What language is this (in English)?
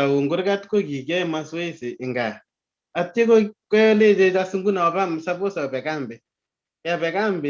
Kalenjin